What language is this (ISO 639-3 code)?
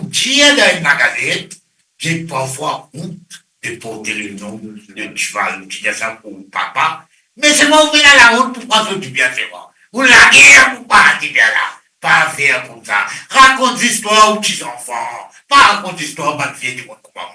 mfe